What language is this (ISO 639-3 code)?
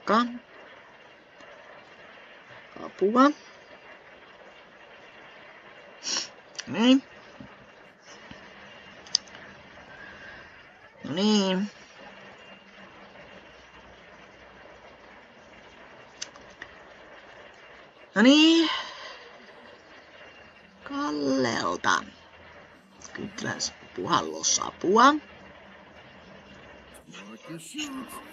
fin